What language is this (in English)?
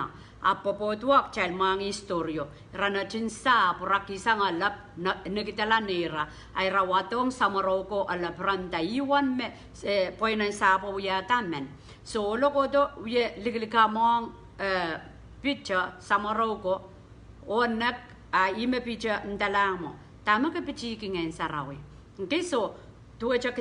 Pohnpeian